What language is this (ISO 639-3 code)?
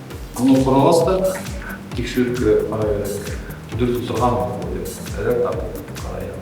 bak